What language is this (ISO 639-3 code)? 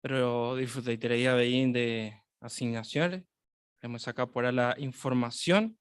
grn